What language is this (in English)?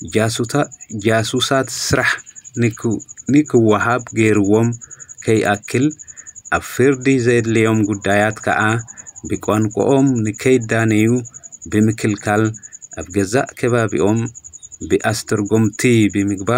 Tigrinya